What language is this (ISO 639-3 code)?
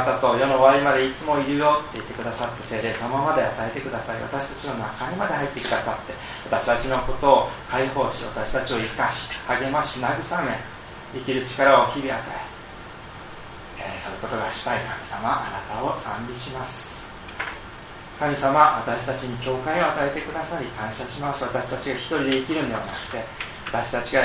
jpn